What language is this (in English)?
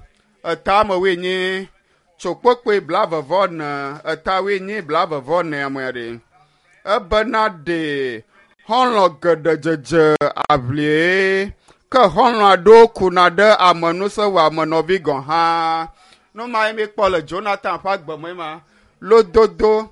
Ewe